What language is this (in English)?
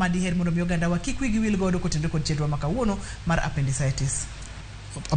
Luo (Kenya and Tanzania)